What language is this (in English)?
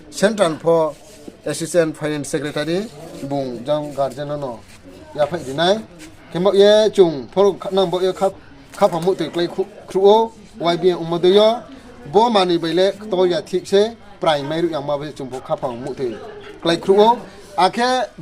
Riang (India)